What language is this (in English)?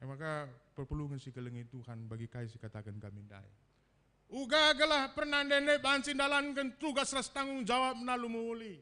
Batak Karo